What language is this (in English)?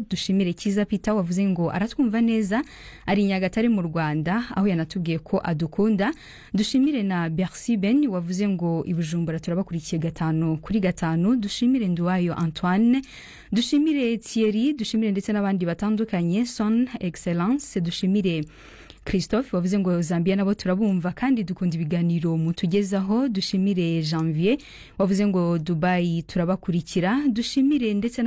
Kinyarwanda